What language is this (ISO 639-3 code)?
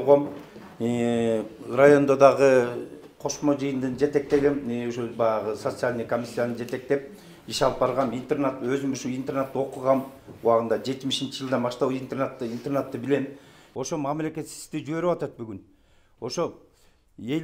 kir